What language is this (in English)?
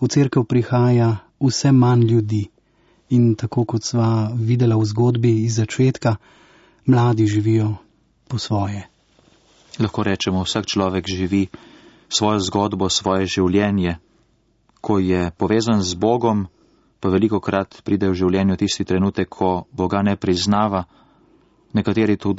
Slovenian